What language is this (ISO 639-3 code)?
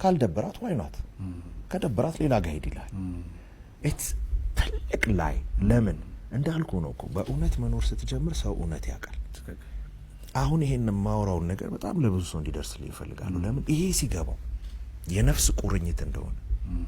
amh